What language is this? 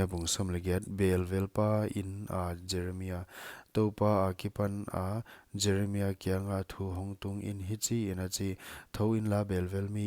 Paite Chin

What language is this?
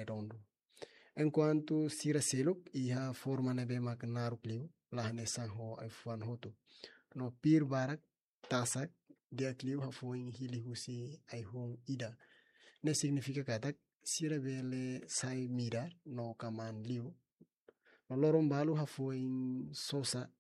Tetum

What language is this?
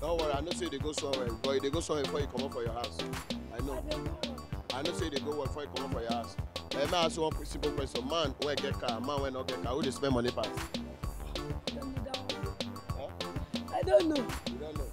Nigerian Pidgin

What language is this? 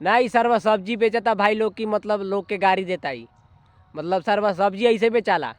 Bhojpuri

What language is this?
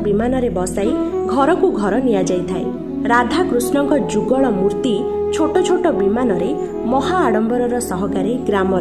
Odia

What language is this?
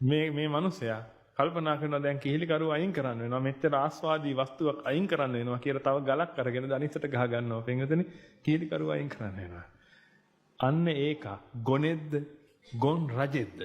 Sinhala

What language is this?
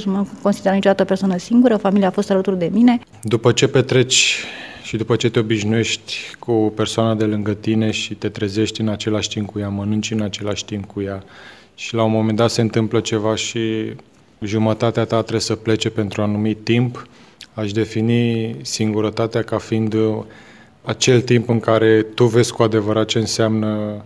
Romanian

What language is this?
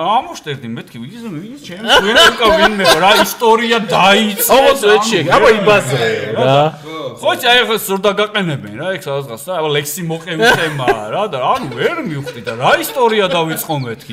Georgian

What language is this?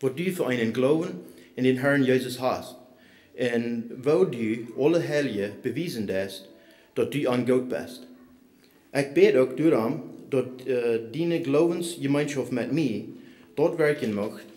Plautdietsch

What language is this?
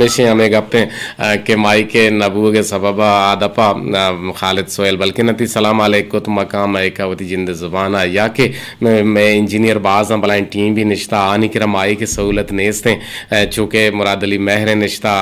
Eastern Balochi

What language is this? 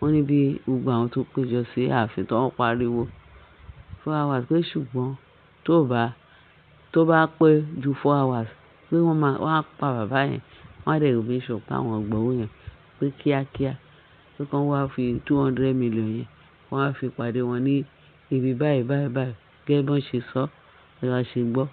Yoruba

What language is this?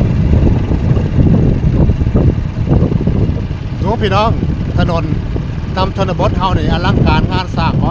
Northeastern Thai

